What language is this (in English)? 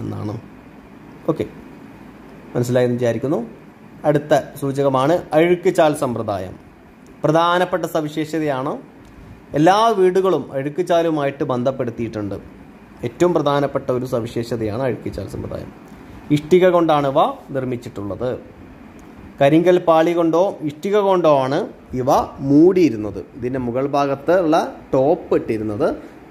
Malayalam